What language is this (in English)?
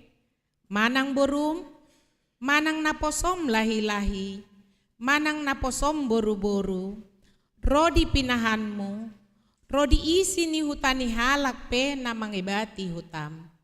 Batak Toba